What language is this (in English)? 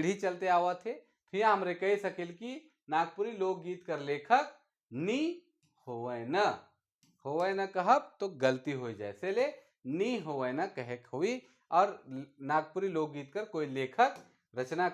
Sadri